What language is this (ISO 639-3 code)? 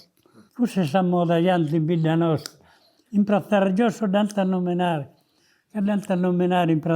srd